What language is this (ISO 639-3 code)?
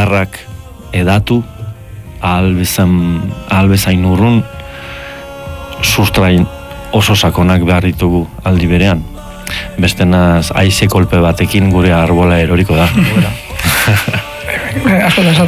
eus